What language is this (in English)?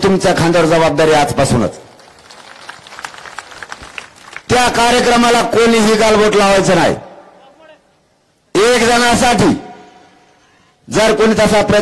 Marathi